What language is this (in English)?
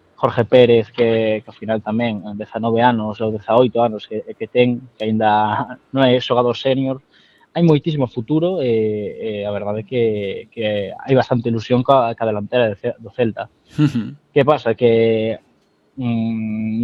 Galician